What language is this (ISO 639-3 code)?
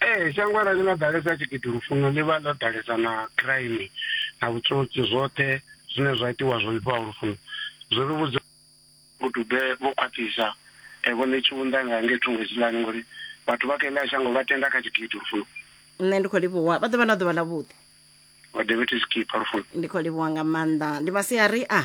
ven